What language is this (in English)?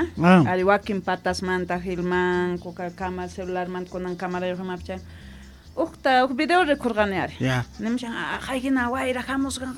South Bolivian Quechua